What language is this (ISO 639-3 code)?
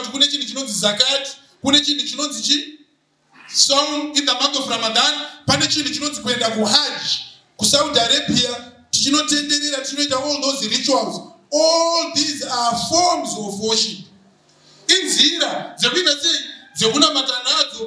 sna